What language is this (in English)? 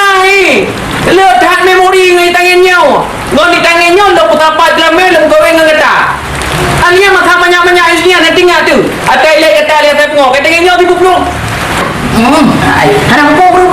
Achinese